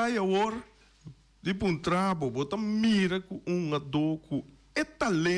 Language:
Papiamento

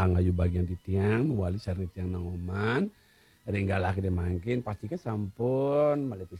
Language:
Balinese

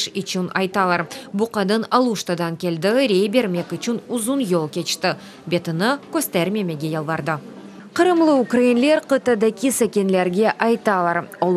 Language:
Crimean Tatar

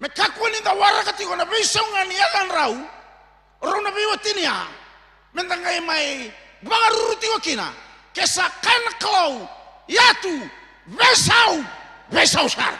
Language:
Fijian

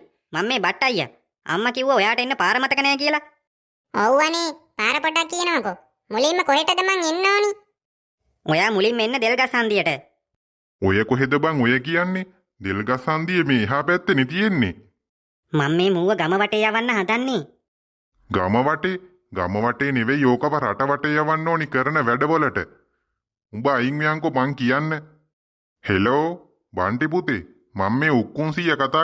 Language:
Sinhala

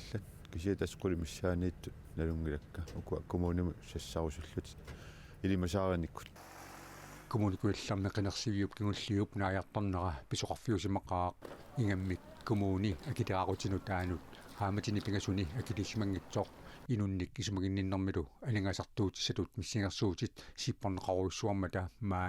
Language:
Kalaallisut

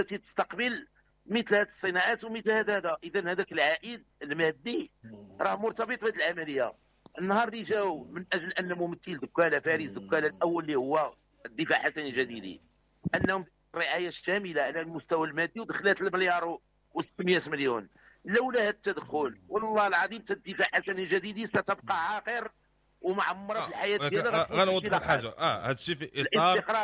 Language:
Moroccan Arabic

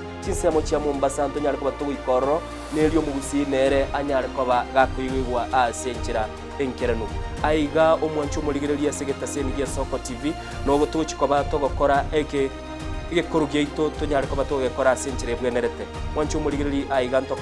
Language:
Gusii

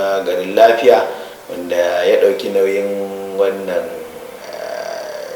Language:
Hausa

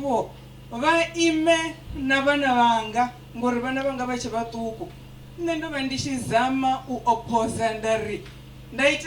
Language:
Venda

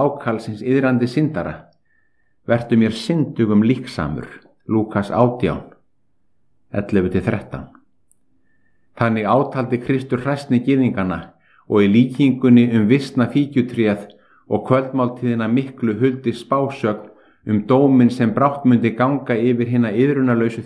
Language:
Icelandic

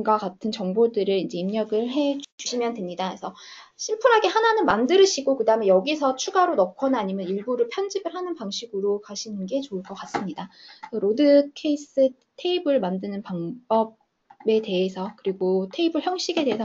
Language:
Korean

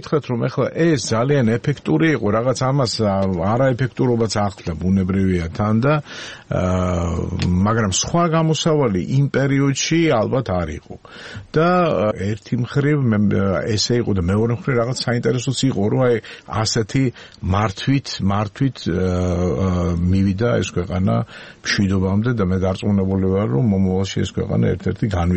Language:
Georgian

